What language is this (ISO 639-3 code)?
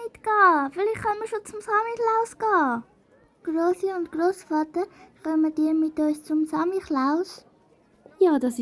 gsw